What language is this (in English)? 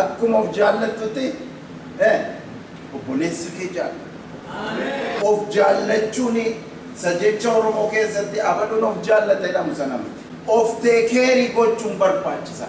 Oromo